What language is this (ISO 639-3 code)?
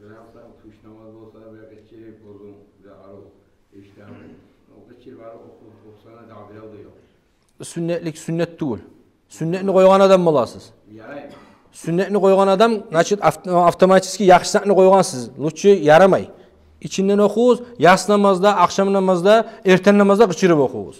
kum